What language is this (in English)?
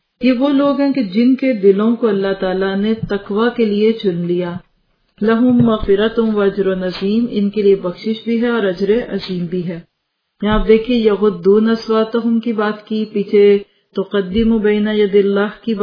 Urdu